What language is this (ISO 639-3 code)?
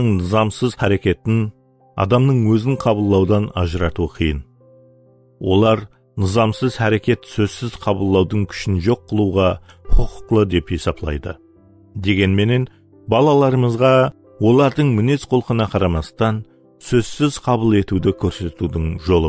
kaa